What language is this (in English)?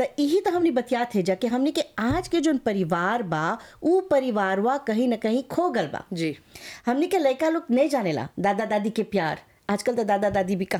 Bhojpuri